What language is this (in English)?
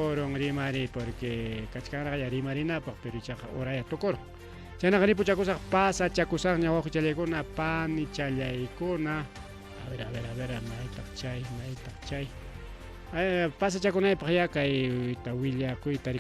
Ayacucho Quechua